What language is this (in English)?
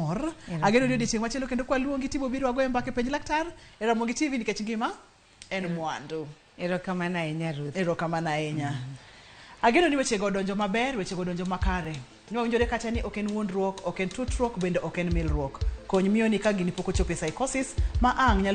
Luo (Kenya and Tanzania)